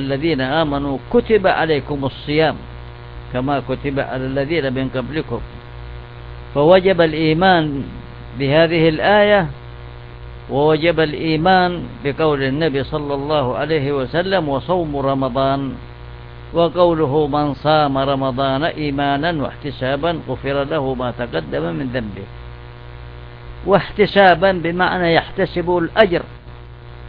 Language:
Arabic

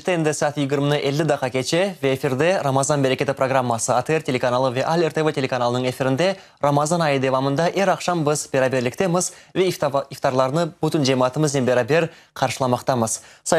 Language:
Crimean Tatar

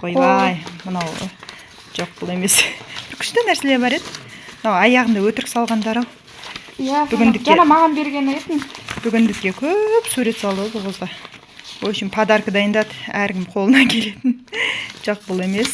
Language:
Kazakh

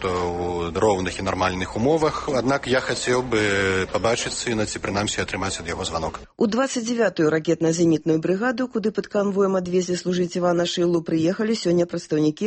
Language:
Belarusian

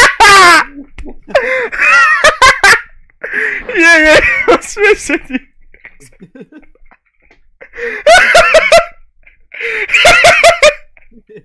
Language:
Croatian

